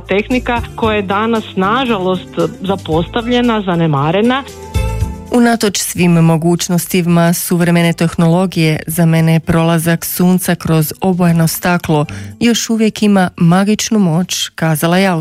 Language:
Croatian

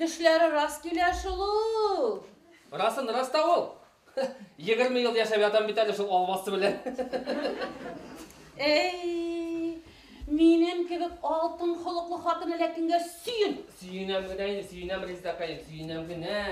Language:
Bashkir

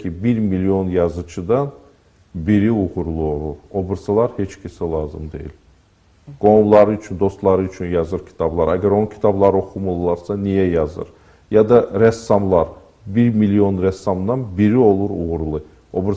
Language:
Azerbaijani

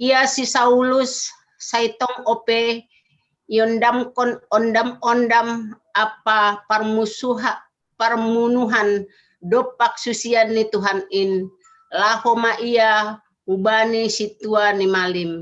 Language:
Batak Simalungun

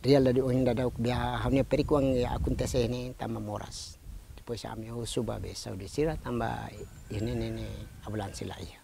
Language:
Tetum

